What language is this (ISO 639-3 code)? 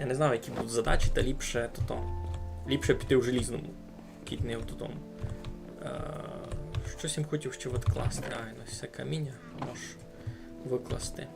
rue